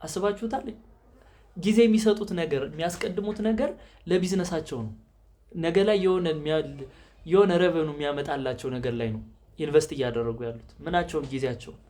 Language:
Amharic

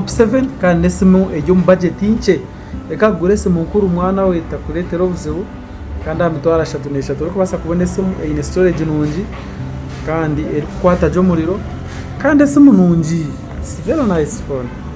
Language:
Nyankole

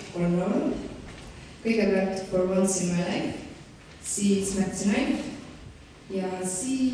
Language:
Estonian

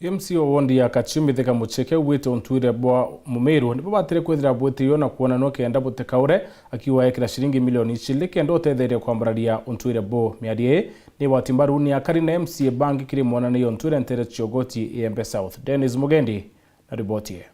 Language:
Meru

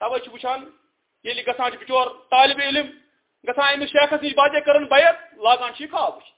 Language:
Kashmiri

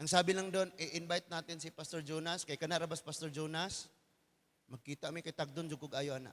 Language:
Cebuano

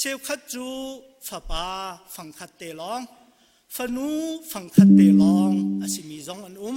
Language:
Hakha Chin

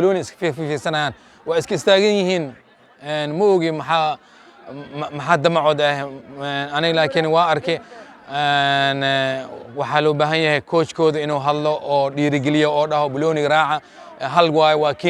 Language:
Somali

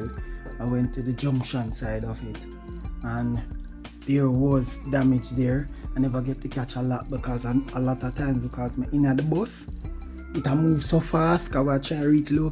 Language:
Jamaican Creole English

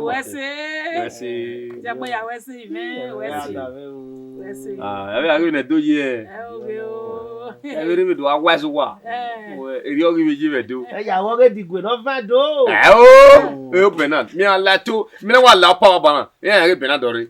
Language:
Bini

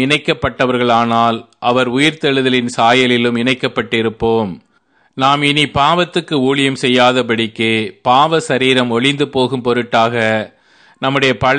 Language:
Tamil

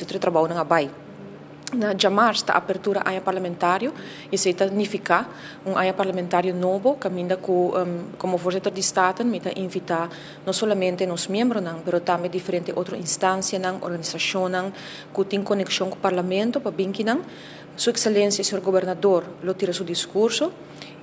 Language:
Papiamento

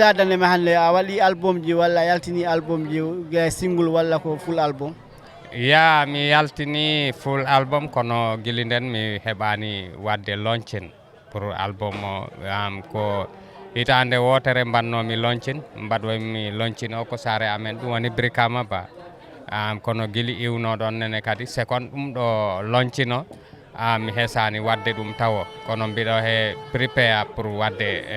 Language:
Fula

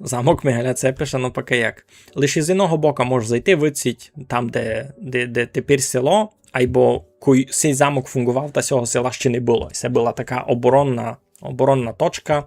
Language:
Rusyn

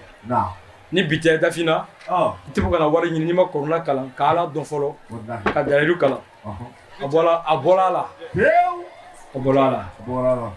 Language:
Bambara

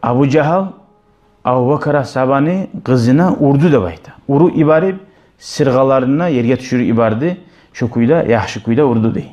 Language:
Kumyk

